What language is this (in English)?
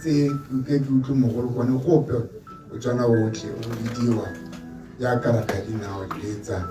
Tswana